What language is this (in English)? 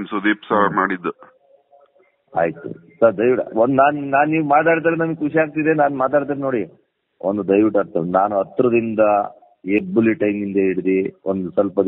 Kannada